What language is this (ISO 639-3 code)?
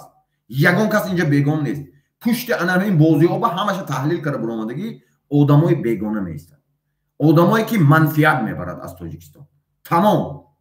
tgk